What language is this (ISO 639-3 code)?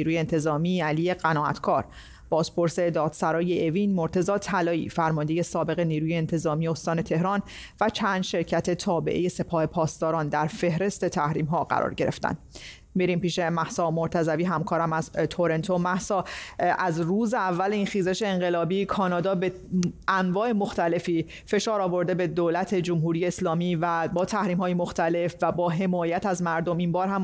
fas